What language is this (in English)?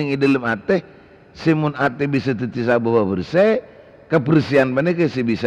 Madurese